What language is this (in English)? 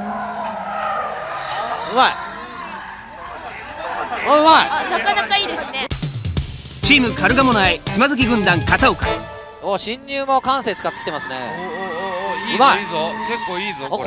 Japanese